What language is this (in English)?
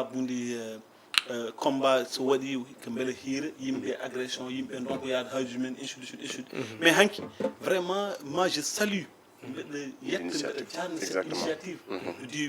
Fula